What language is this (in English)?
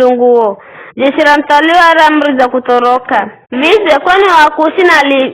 Giryama